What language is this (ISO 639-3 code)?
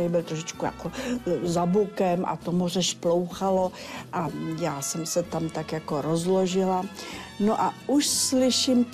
ces